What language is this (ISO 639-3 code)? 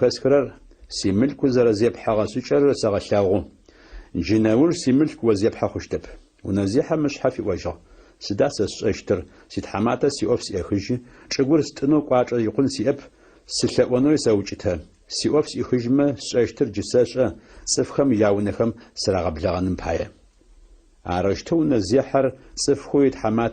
ady